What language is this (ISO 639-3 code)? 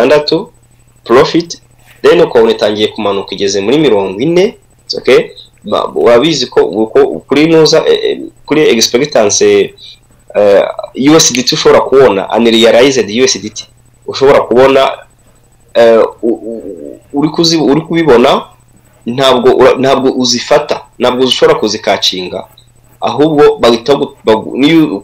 kin